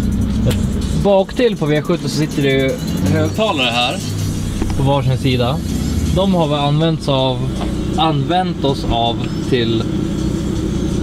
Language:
Swedish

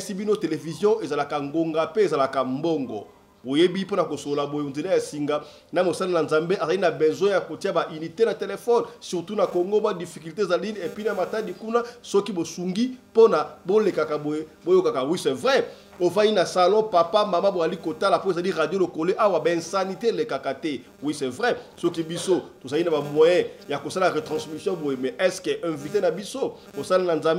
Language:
Lingala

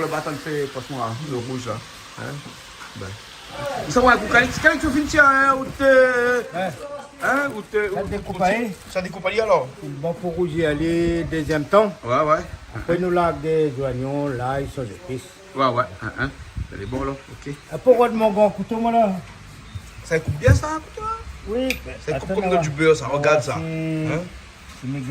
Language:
Réunion Creole French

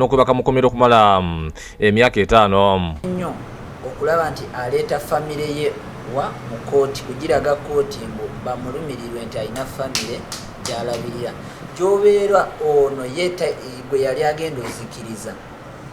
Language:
Ganda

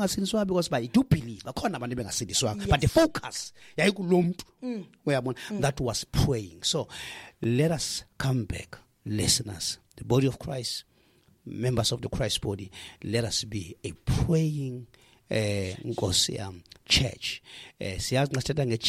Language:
Xhosa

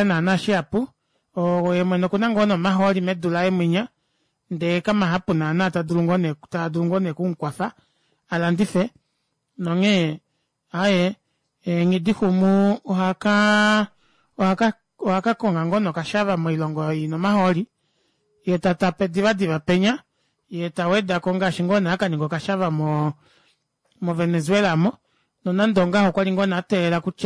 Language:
Kuanyama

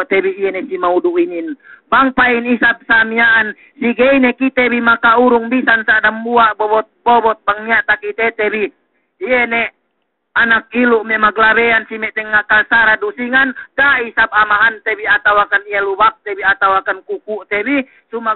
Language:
Yakan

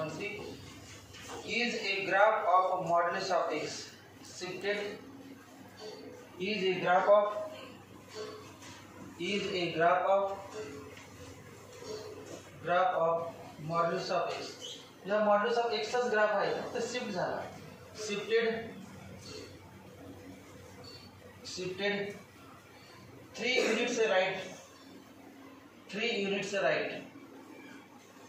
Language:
Marathi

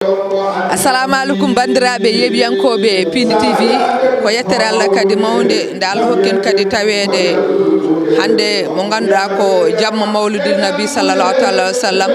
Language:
Fula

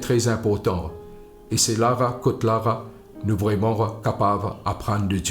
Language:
Morisyen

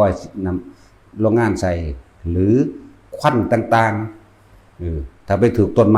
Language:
Northeastern Thai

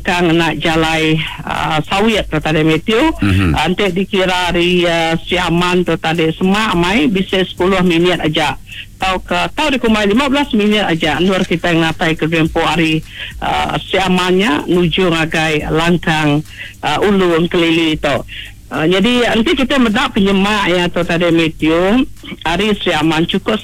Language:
Iban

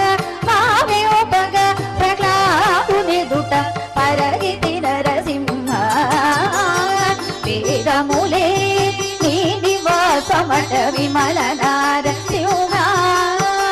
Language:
Telugu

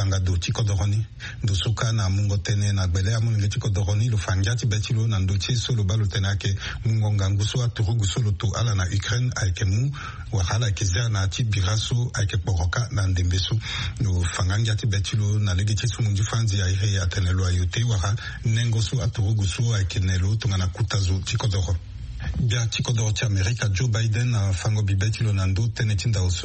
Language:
Sango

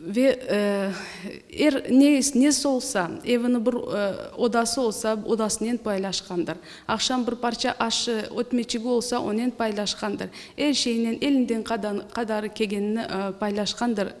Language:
Crimean Tatar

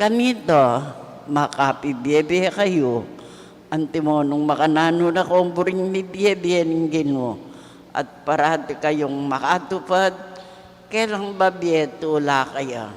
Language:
Pampanga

